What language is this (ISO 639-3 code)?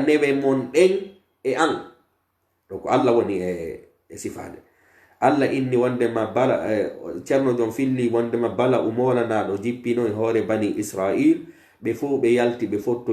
fuf